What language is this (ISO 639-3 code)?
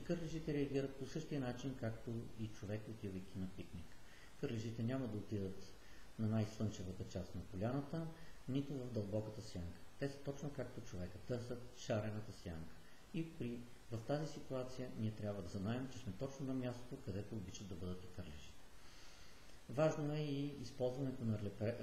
bul